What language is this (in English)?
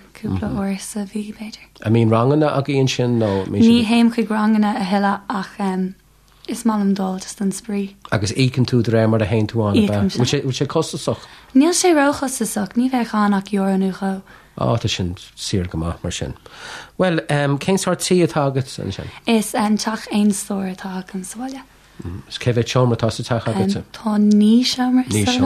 Irish